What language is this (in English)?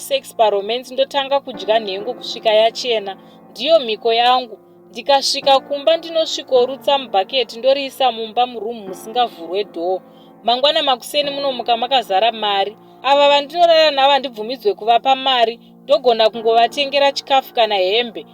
Shona